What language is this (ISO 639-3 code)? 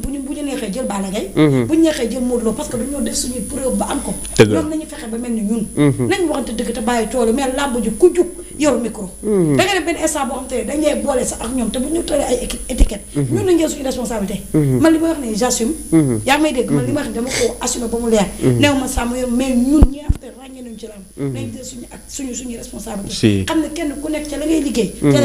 wol